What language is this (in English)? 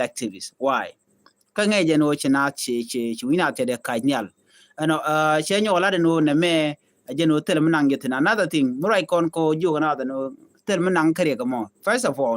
Nuer